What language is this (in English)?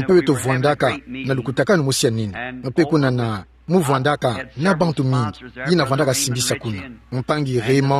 Kituba (Democratic Republic of Congo)